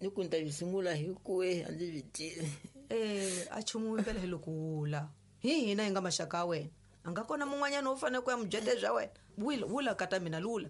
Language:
Tsonga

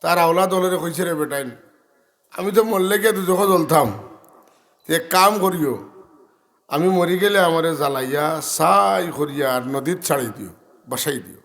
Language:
Sylheti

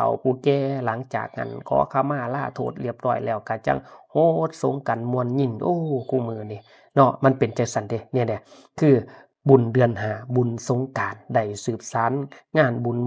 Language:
Northeastern Thai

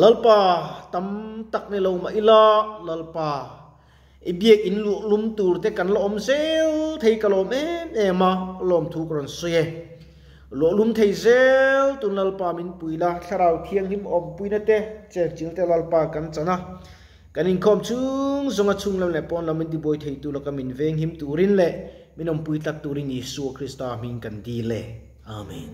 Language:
Mizo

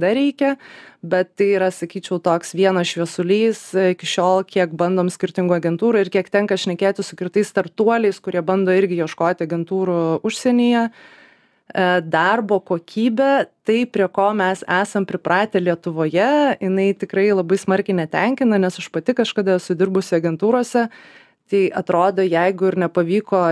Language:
Lithuanian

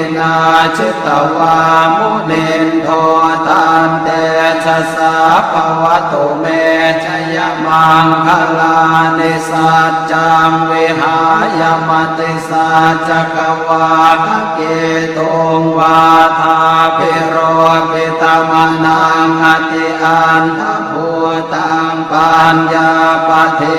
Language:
Pali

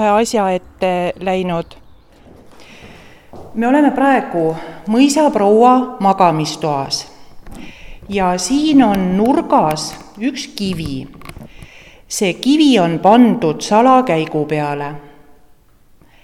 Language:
Estonian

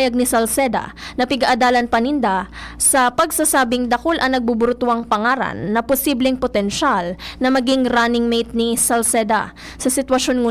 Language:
Bikol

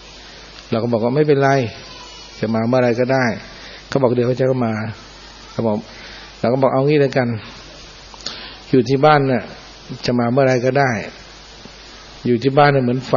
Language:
Thai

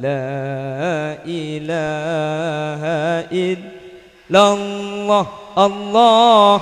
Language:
Madurese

